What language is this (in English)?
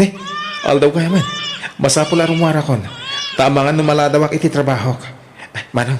Iloko